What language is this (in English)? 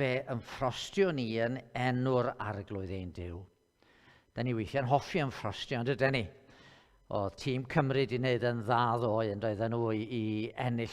Welsh